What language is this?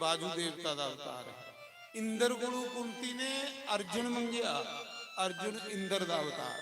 Dogri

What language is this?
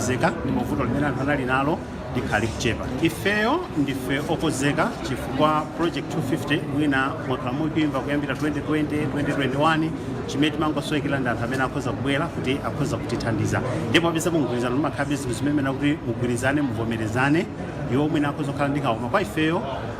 Nyanja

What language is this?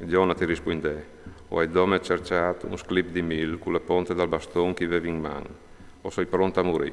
Friulian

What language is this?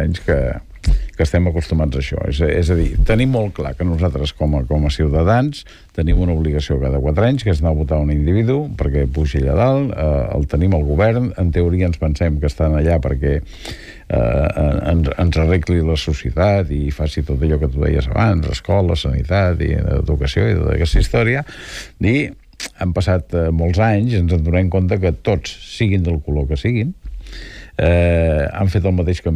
Catalan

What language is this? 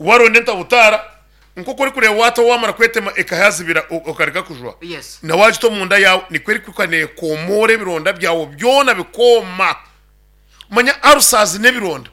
Nyankole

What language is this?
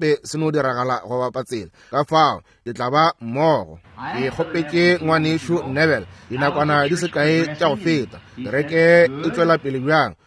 Northern Sotho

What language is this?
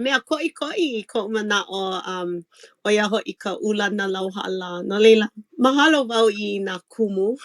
Hawaiian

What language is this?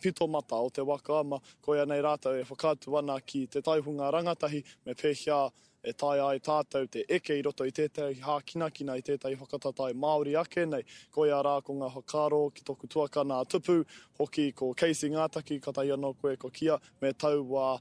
Māori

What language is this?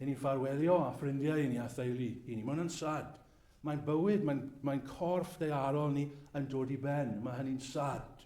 Welsh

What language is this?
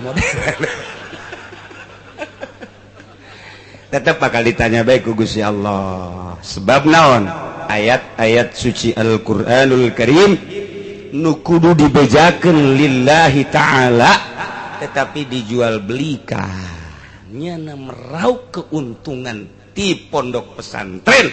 Sundanese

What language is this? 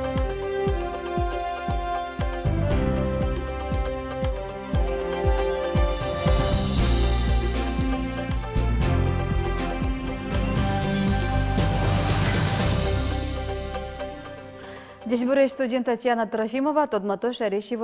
Udmurt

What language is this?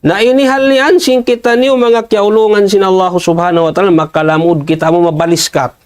Tausug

